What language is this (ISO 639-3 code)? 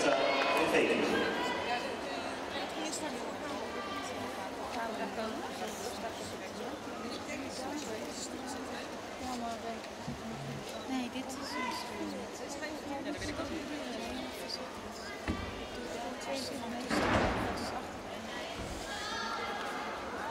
nld